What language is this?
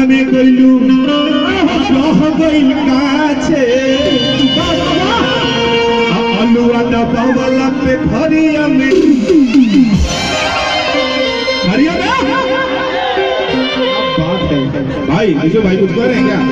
Bhojpuri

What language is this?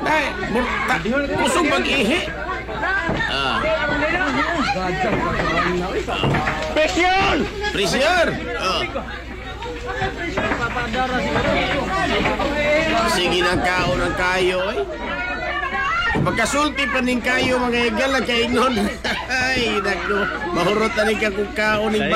Cebuano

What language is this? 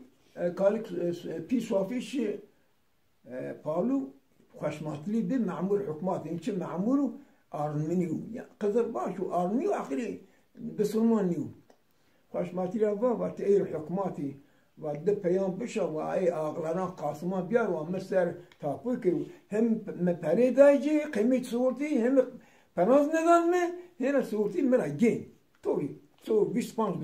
Zaza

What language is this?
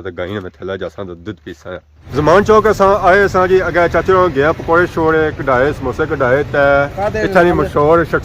Pahari-Potwari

